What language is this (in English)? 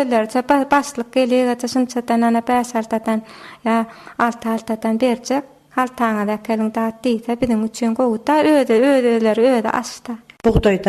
Turkmen